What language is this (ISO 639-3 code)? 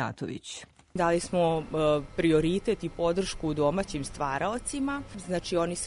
srp